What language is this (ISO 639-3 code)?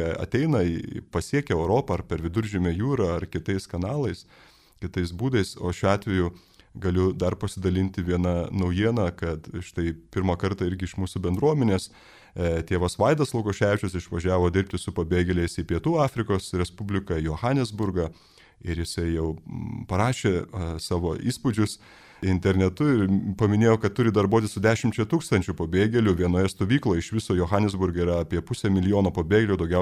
lit